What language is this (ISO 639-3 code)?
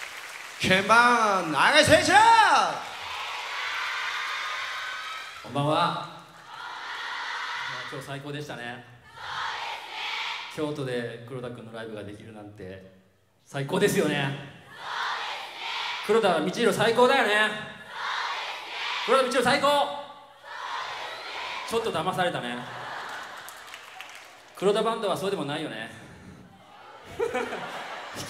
jpn